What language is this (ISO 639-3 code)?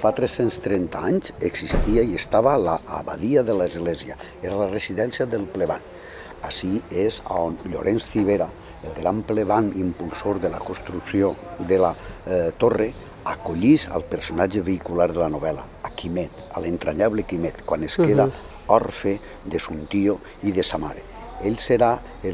cat